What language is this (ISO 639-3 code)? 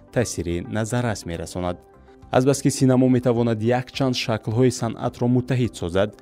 tgk